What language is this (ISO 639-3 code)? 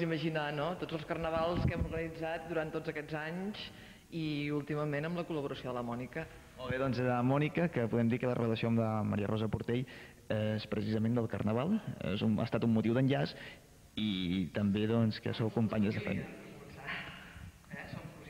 cat